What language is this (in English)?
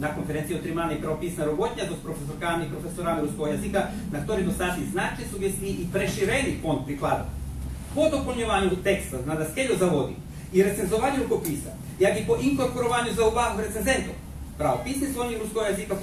Rusyn